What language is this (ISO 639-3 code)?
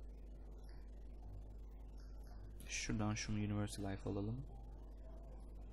tur